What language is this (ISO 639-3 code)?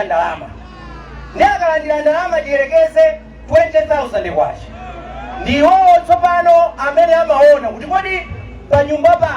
nya